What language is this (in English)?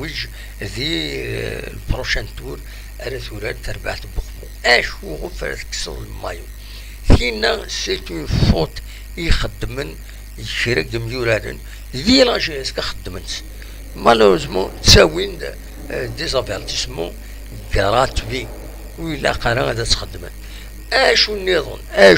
Kabyle